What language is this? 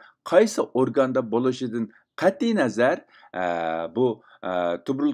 Uyghur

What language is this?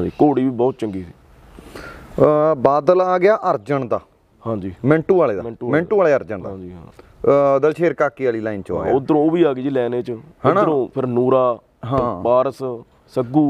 Punjabi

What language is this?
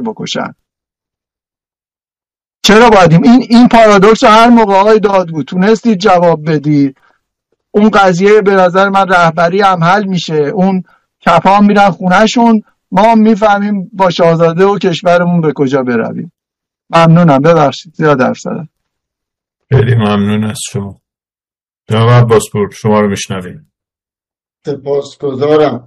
Persian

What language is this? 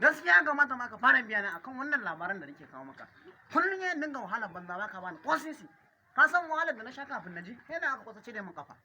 Hausa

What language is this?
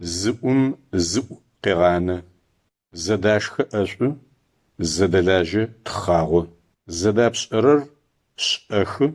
Adyghe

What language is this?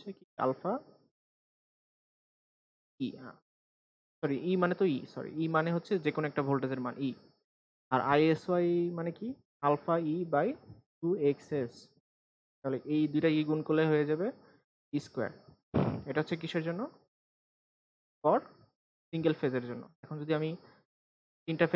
Bangla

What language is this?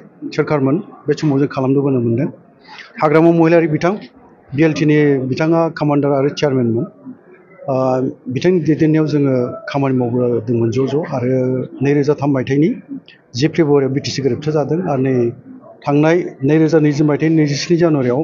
Bodo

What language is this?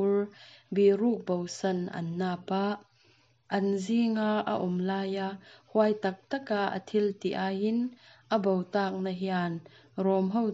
Mizo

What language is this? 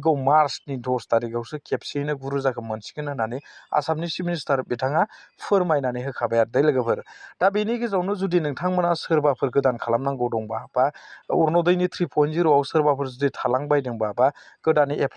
Bodo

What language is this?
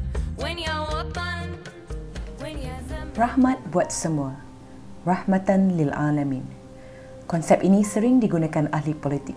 Malay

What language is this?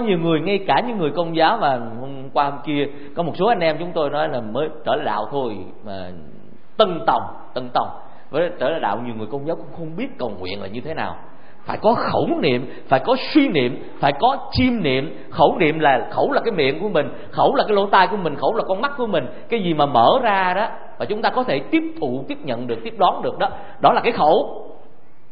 Vietnamese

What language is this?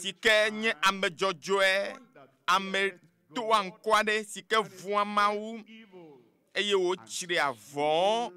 Ewe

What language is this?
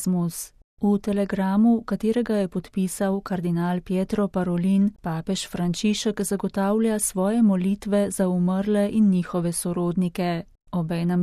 Slovenian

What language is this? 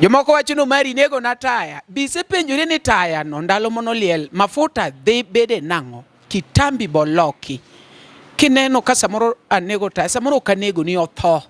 Luo (Kenya and Tanzania)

